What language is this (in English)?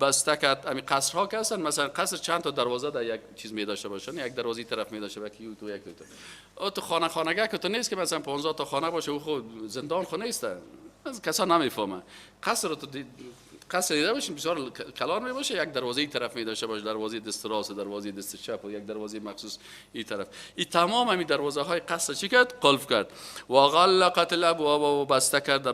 Persian